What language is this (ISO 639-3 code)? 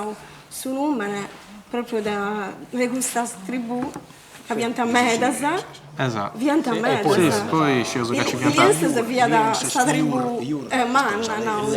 srd